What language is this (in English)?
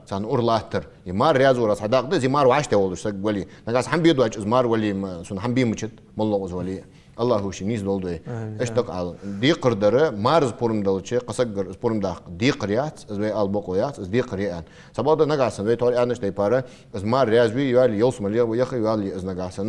Ingush